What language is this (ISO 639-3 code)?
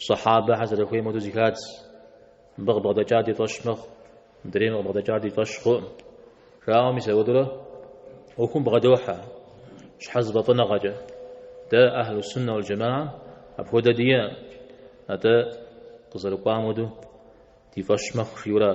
kbd